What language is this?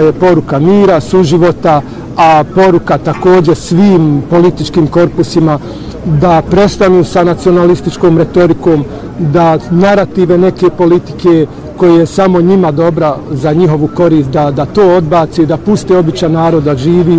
Bosnian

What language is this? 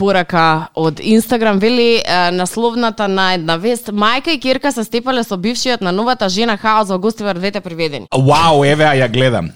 Macedonian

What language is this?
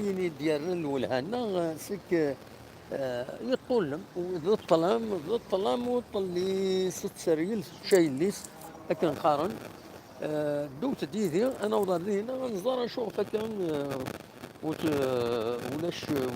Kabyle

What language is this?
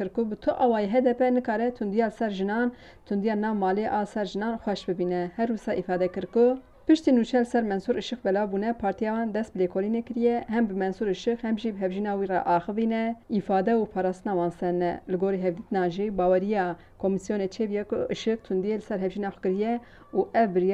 Kurdish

